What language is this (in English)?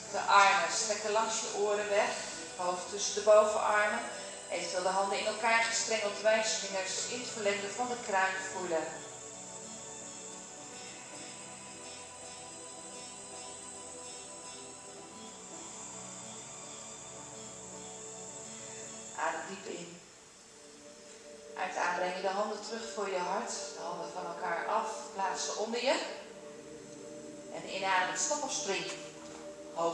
Dutch